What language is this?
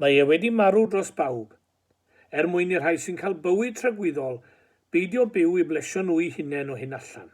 Welsh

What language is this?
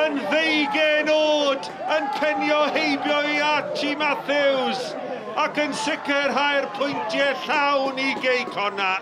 Welsh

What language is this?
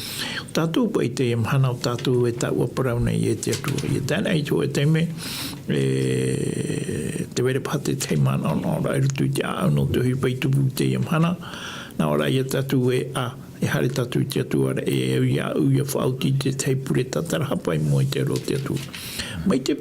Tahitian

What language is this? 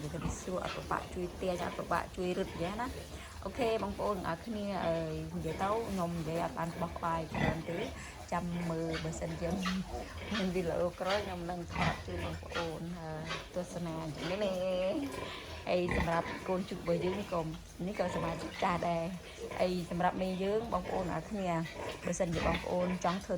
Khmer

